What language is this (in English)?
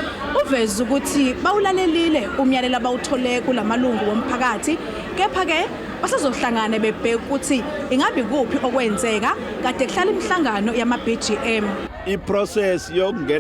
Zulu